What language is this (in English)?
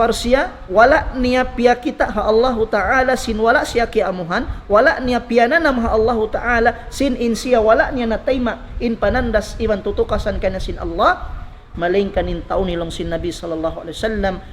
Tausug